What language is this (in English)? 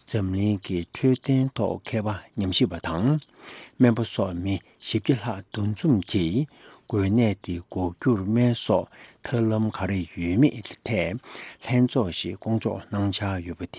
Tibetan